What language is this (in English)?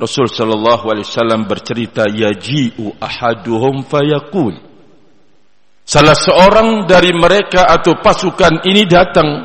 Indonesian